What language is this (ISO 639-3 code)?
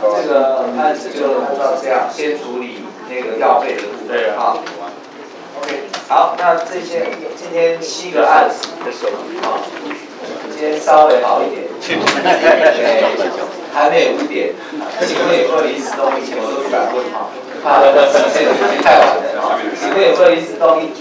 zho